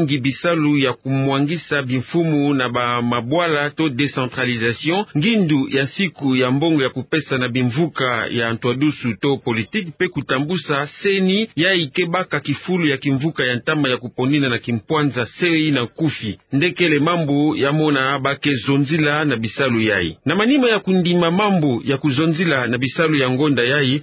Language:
Kituba (Democratic Republic of Congo)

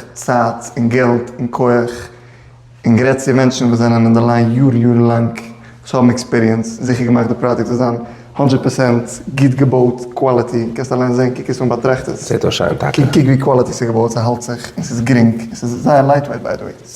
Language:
Yiddish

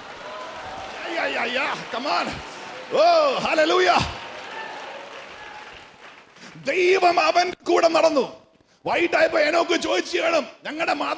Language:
Malayalam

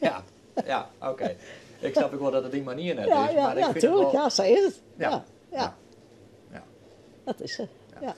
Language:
Western Frisian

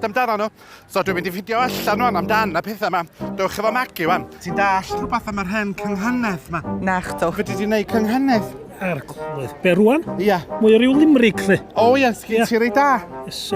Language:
Welsh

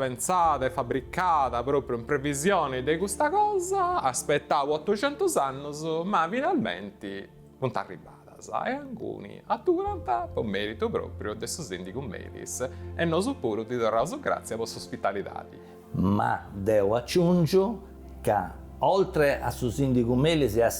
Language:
Sardinian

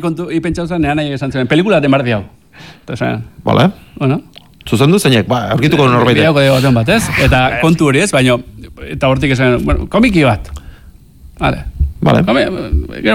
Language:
Basque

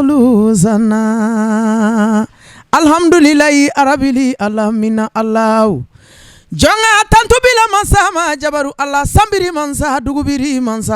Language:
Bambara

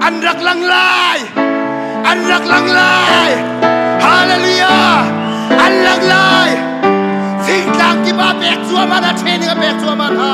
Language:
Hakha Chin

